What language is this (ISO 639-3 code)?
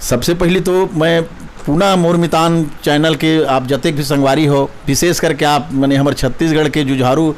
hne